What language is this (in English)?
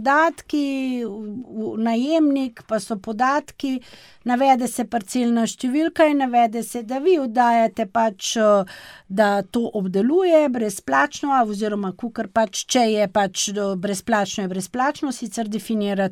Slovenian